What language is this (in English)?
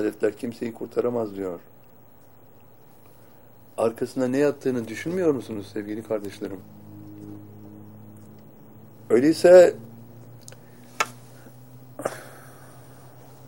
Turkish